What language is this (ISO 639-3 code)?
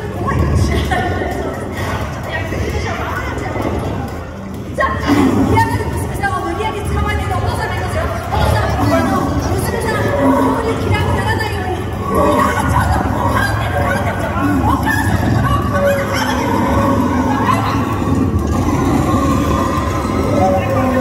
jpn